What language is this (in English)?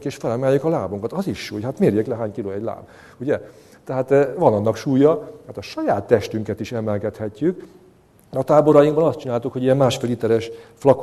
Hungarian